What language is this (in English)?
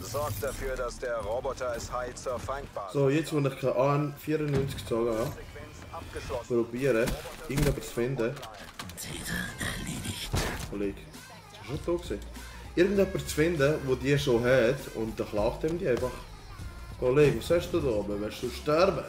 Swiss German